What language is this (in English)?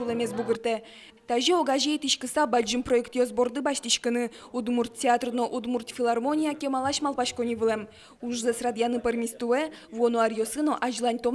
Udmurt